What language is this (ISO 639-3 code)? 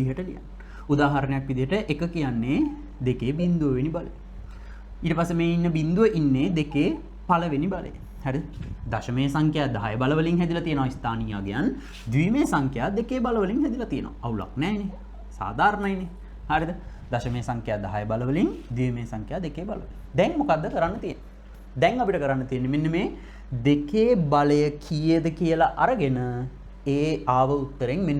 sin